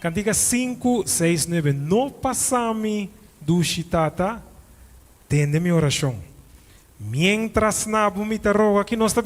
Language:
Papiamento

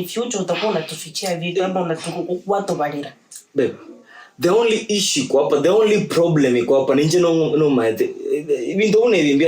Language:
Gusii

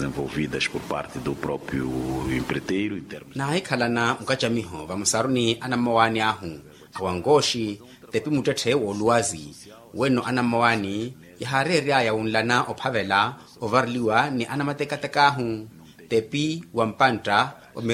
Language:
Makhuwa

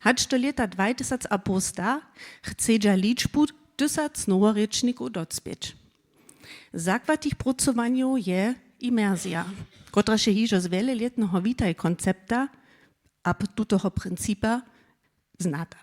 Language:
Upper Sorbian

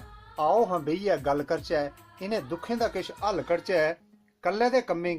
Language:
Dogri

